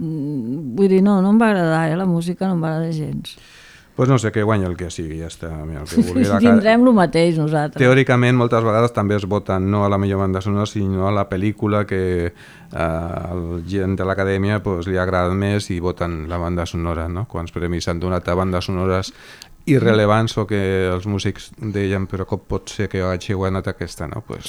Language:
Catalan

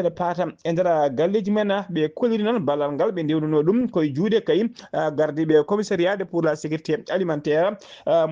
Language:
Fula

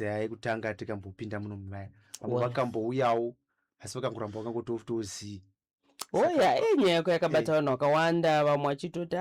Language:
Shona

